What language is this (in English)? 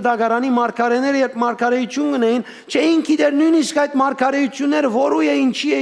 Western Armenian